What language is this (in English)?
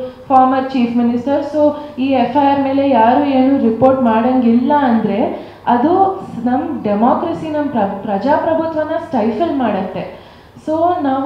Kannada